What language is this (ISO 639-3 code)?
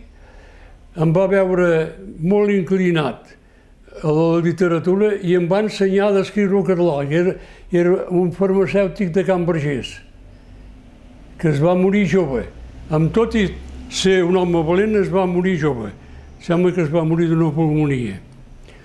cat